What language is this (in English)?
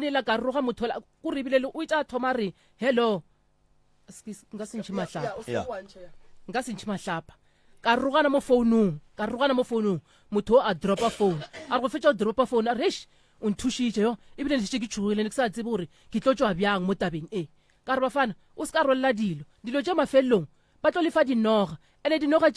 Northern Sotho